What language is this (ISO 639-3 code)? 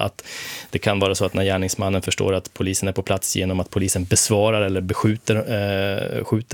swe